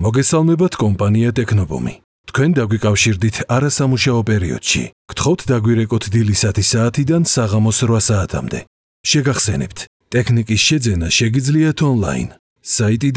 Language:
Georgian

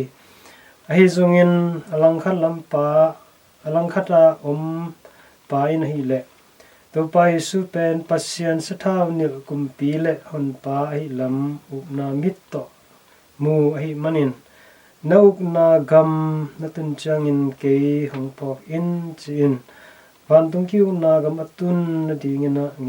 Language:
Tedim Chin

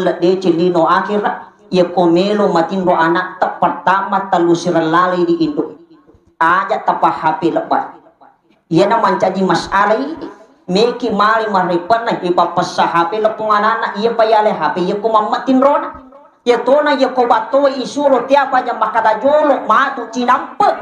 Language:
Buginese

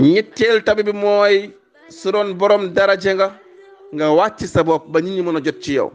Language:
Wolof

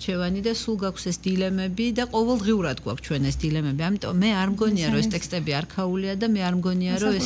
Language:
Georgian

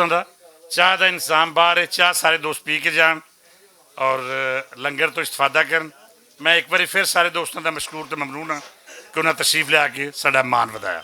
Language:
Western Panjabi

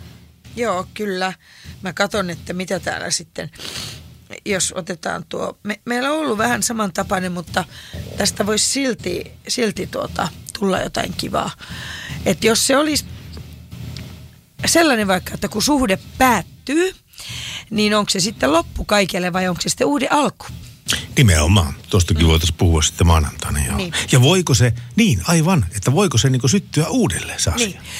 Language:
Finnish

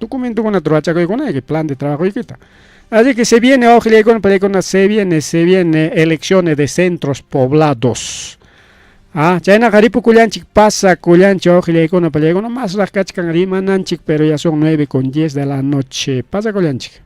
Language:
Ayacucho Quechua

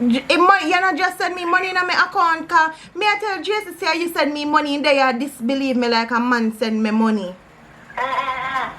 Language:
Jamaican Creole English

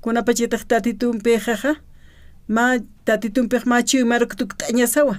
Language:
Aymara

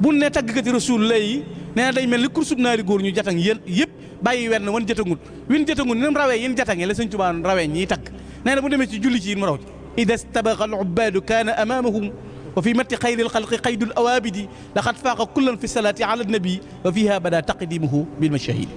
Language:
Wolof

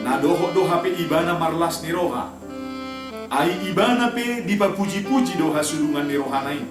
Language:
Batak Toba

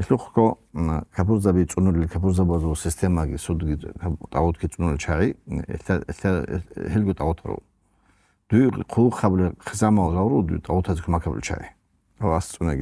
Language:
Avaric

